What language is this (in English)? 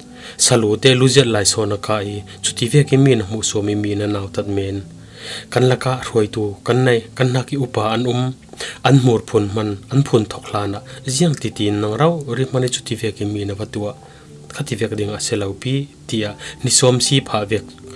Falam Chin